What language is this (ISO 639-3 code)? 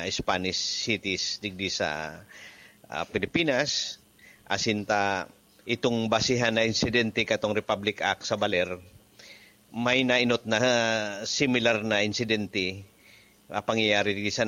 bik